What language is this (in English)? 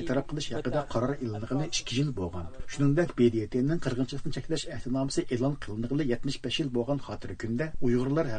Uyghur